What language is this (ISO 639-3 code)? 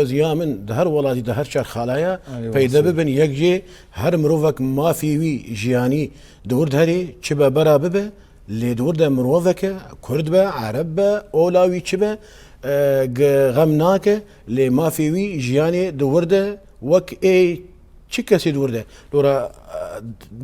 kur